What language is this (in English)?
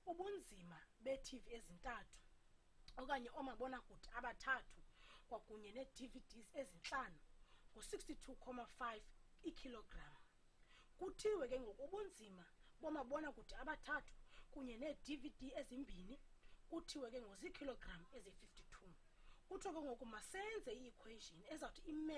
Xhosa